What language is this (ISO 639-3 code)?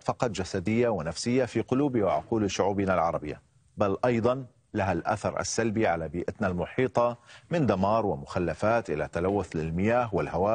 ara